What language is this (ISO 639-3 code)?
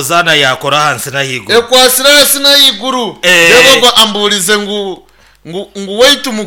nyn